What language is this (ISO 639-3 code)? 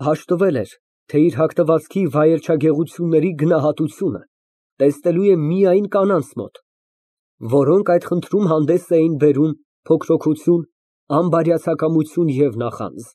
hye